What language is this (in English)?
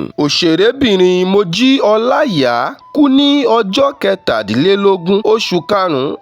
Yoruba